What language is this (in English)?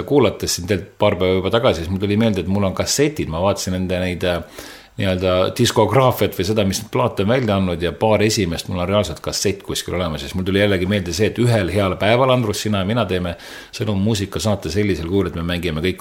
Estonian